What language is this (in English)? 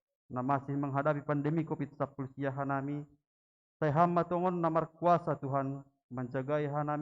Batak Simalungun